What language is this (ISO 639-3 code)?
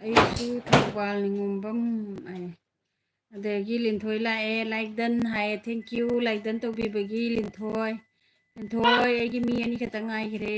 mni